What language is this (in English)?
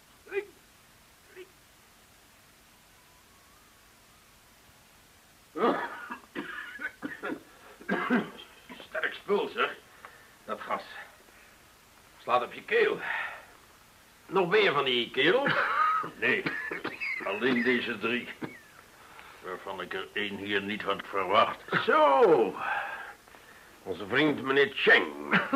Dutch